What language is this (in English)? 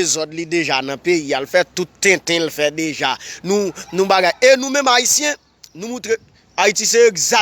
Haitian Creole